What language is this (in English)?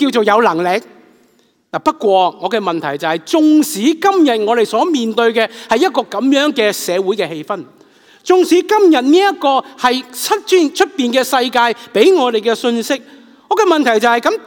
Cantonese